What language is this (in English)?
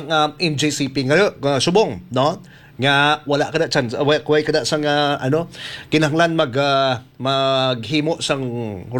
Hiligaynon